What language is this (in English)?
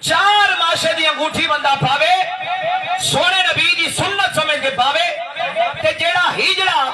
Saraiki